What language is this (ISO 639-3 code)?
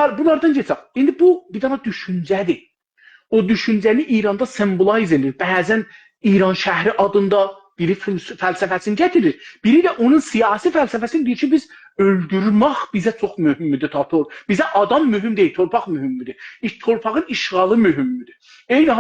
azb